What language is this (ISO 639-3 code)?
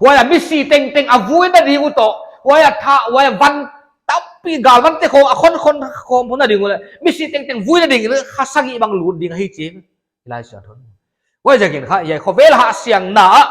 pck